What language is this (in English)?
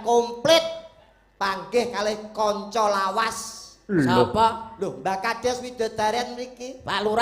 Javanese